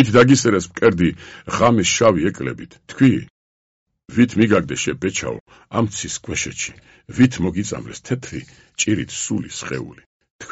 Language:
Georgian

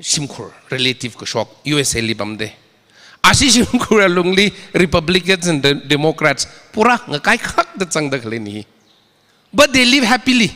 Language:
Tangkhul Naga (India)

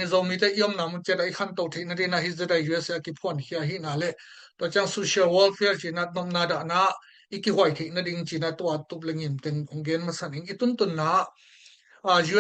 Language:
Tedim Chin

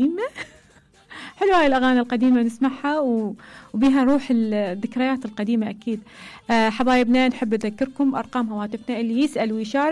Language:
Mesopotamian Arabic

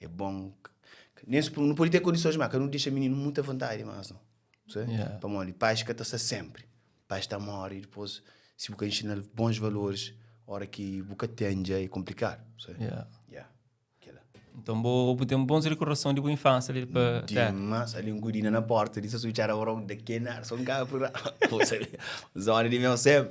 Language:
Kabuverdianu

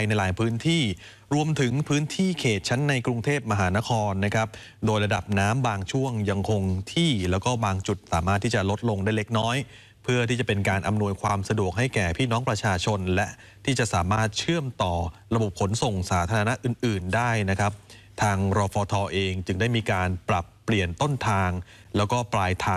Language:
Thai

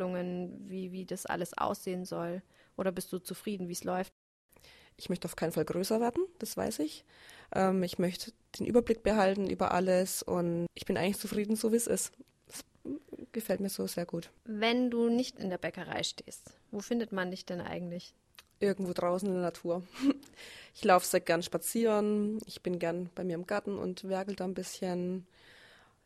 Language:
German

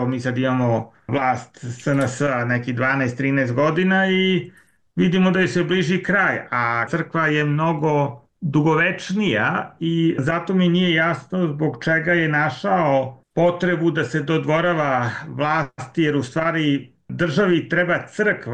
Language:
Serbian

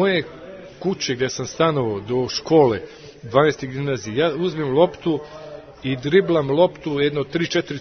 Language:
Serbian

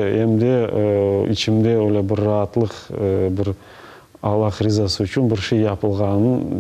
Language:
Crimean Tatar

